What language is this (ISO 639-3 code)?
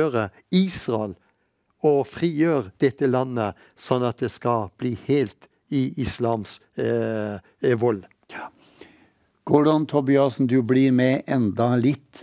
nor